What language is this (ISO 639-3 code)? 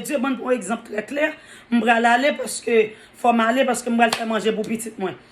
hat